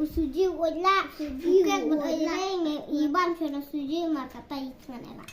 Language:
Khasi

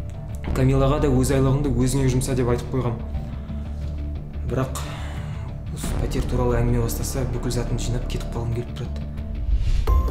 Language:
Kazakh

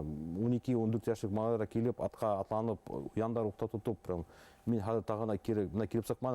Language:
Bashkir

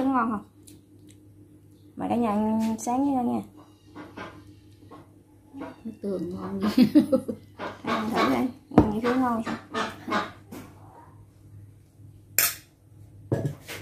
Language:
Vietnamese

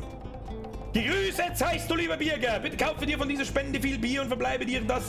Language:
Bavarian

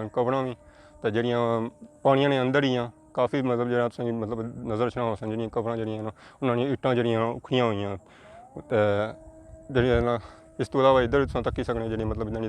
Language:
Pahari-Potwari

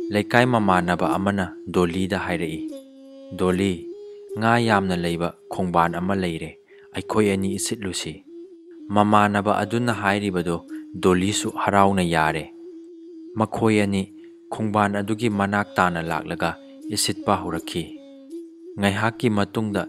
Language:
Manipuri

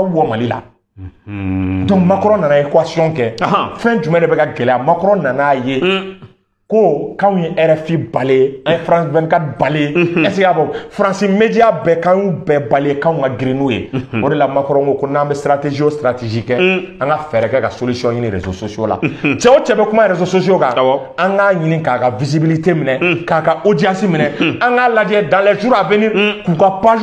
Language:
Bambara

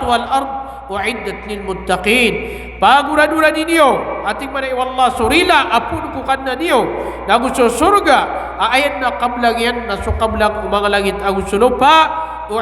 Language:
Maranao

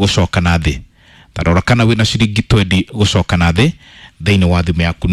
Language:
Kikuyu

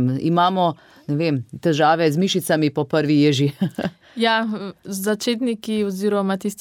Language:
Slovenian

